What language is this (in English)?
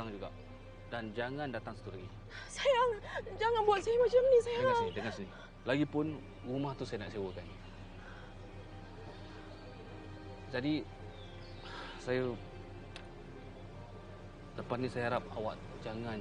Malay